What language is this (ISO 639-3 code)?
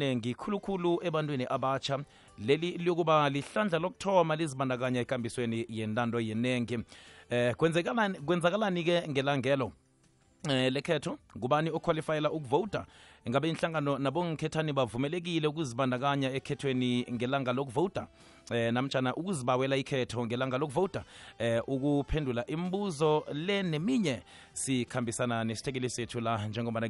nbl